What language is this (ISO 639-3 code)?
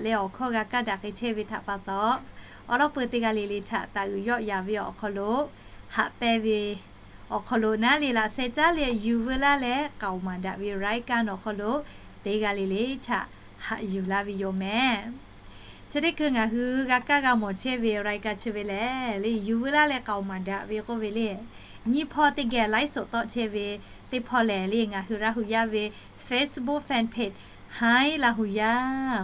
lhu